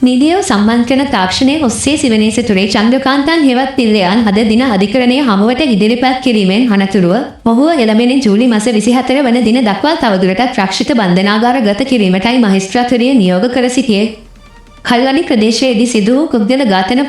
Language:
Sinhala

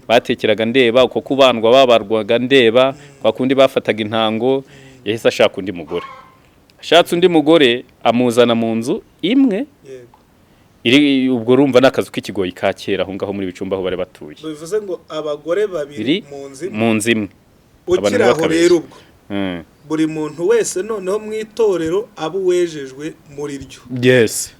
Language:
Kinyarwanda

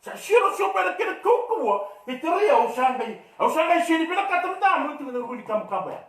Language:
Fijian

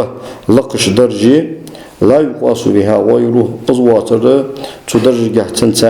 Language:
Ingush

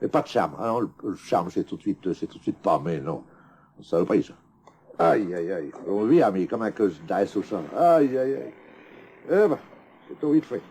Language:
Picard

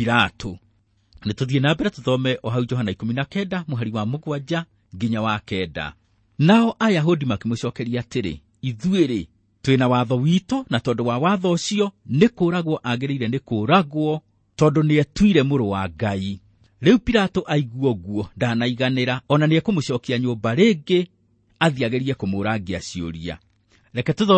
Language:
Kikuyu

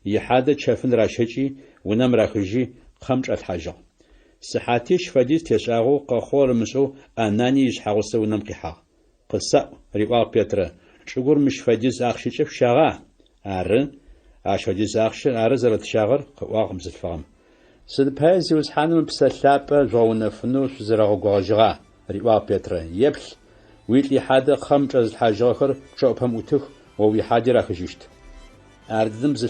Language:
Adyghe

